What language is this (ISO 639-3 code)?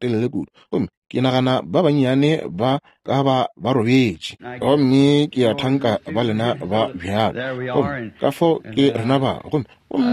nso